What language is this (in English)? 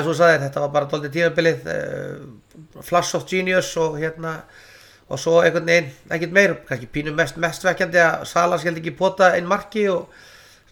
Icelandic